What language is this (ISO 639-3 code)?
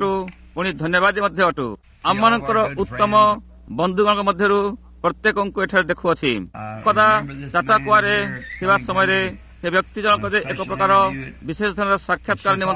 ori